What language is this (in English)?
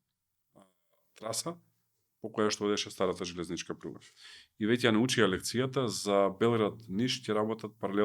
Macedonian